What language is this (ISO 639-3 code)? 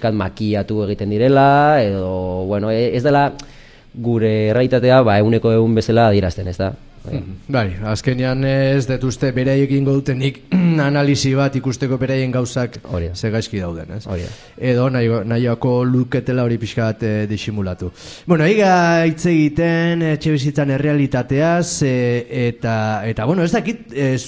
eus